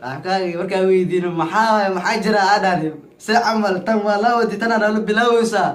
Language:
Somali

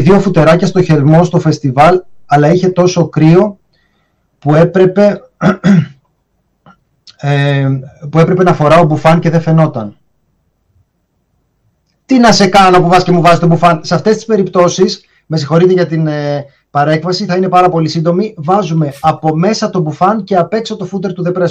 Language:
Greek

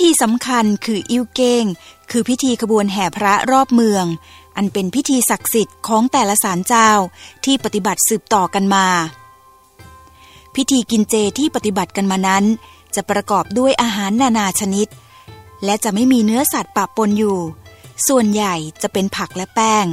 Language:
Thai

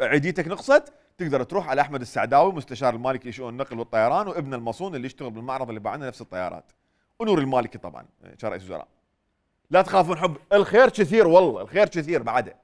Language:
Mesopotamian Arabic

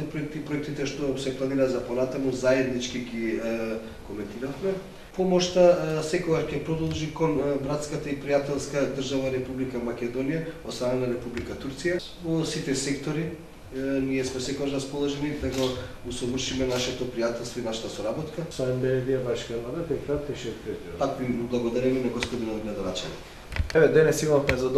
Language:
Macedonian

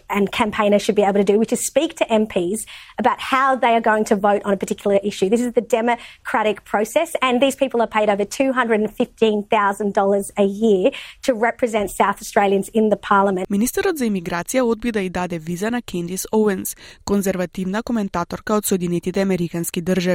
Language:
Macedonian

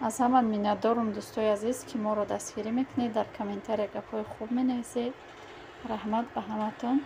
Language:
Tajik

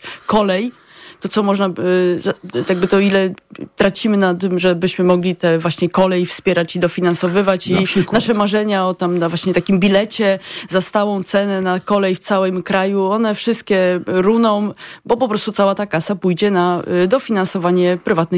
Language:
Polish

